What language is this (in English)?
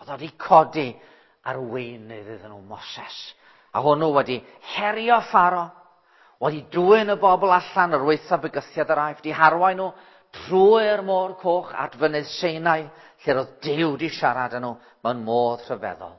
Welsh